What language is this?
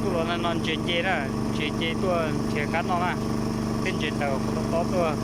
Hmong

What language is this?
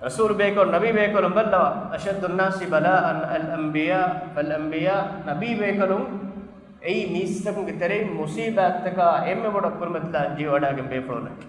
Divehi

